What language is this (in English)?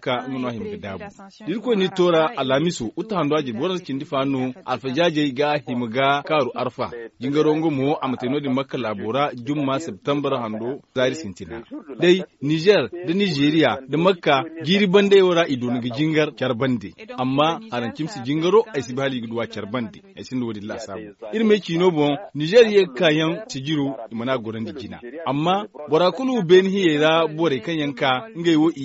Zarma